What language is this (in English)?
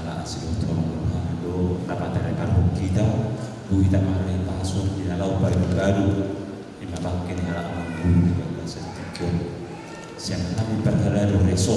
Batak Toba